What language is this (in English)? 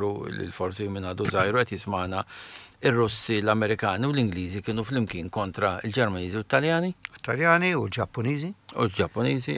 Maltese